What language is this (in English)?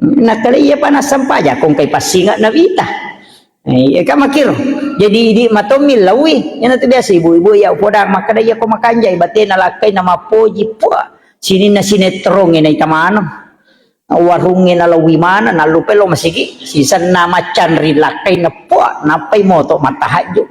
Buginese